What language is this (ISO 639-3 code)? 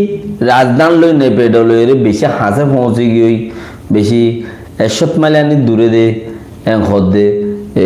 rhg